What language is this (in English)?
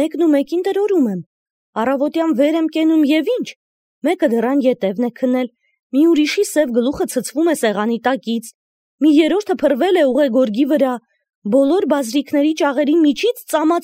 Armenian